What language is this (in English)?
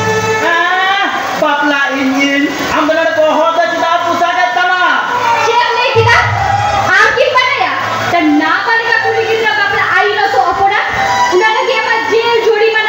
Santali